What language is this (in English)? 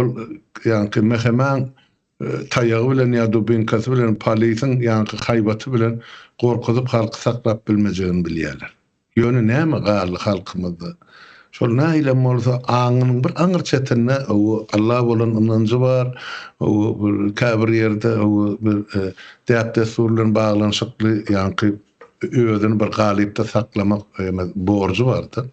Turkmen